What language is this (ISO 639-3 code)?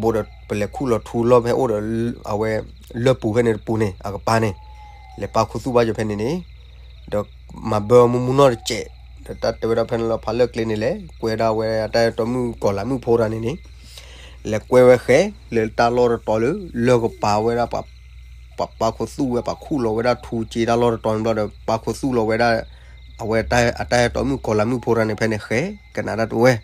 ksw